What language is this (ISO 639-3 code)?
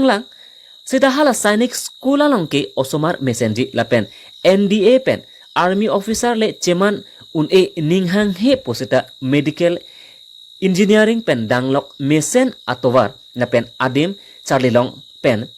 mjw